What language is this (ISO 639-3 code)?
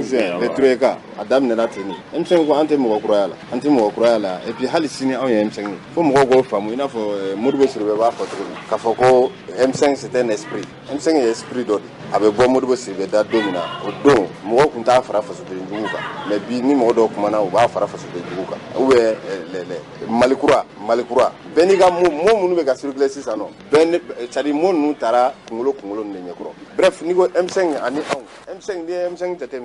bam